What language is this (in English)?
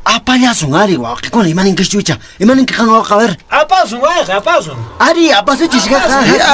Quechua